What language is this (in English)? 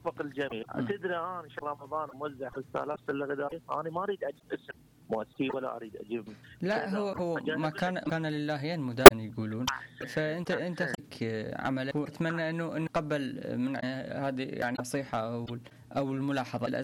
Mesopotamian Arabic